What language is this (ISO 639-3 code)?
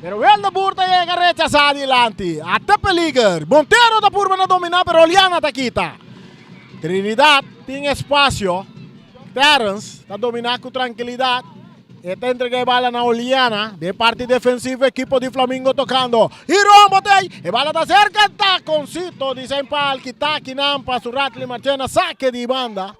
pap